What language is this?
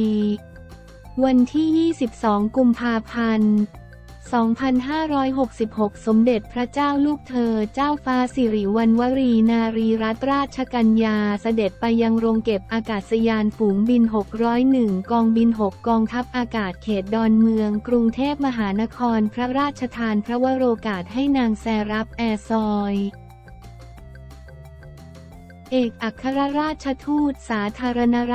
Thai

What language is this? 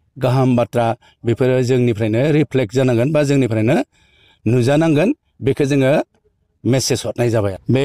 Bodo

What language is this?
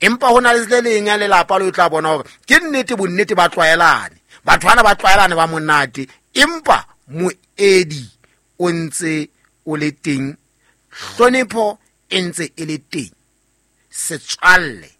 Southern Sotho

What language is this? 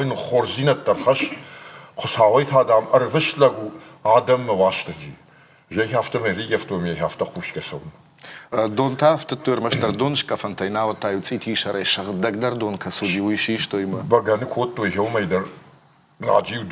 Ossetic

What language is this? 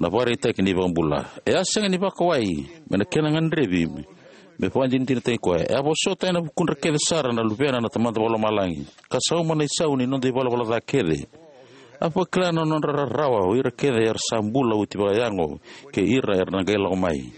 Fijian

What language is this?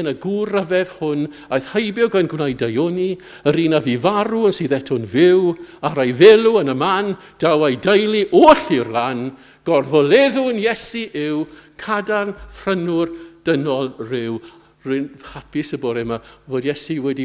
Welsh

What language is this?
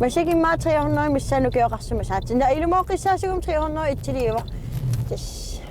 Kalaallisut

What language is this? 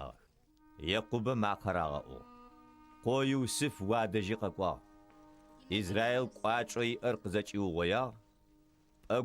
Adyghe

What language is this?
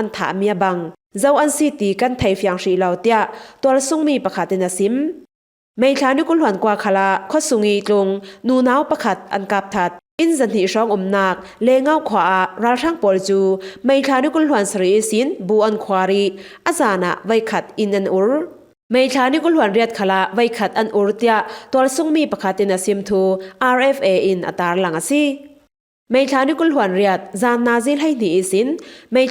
Falam Chin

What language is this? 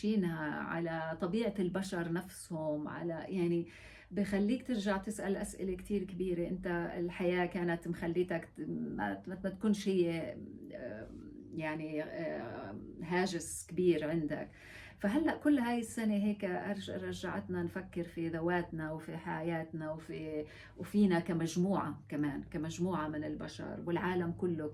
North Levantine Arabic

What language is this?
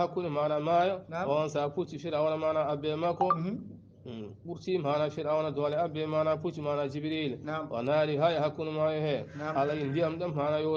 Fula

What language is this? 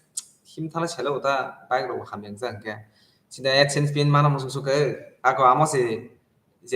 Kok Borok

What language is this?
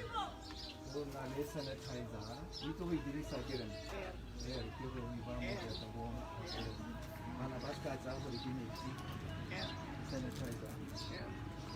Tswana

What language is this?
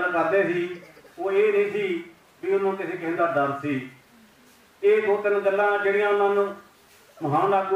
Punjabi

